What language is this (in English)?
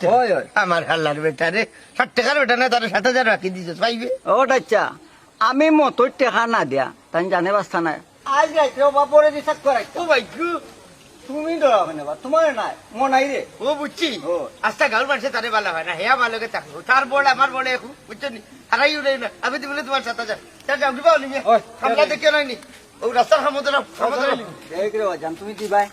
Sylheti